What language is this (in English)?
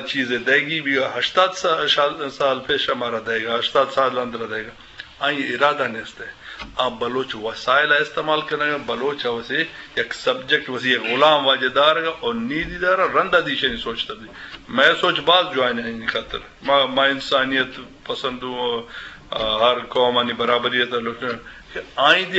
Eastern Balochi